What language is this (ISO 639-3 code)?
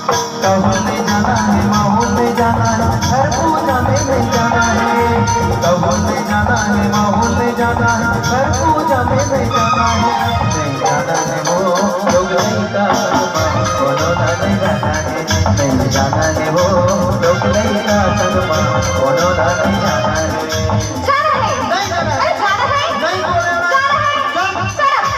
hne